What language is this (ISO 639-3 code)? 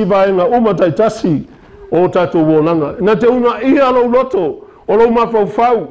smo